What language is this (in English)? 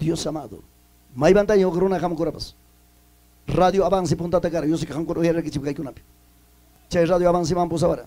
Ayacucho Quechua